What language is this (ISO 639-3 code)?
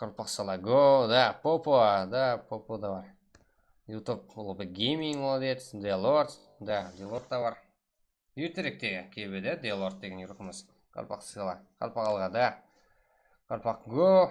kaa